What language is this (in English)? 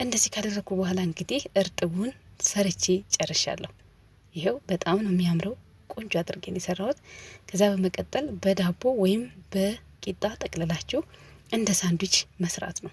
Amharic